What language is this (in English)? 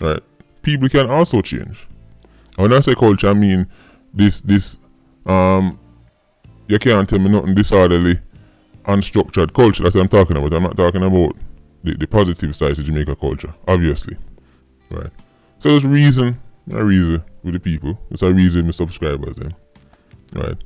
Jamaican Creole English